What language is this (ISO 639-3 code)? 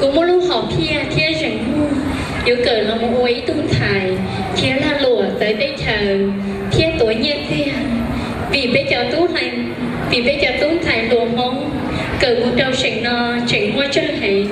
hmn